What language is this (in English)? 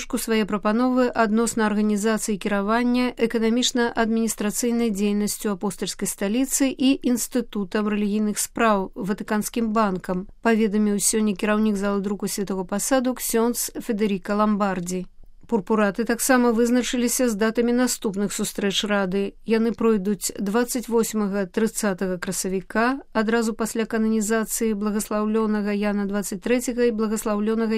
Belarusian